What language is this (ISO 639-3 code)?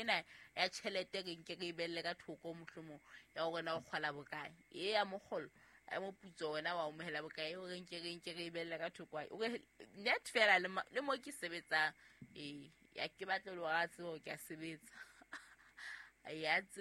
sot